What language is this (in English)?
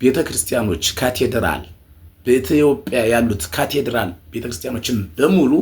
Amharic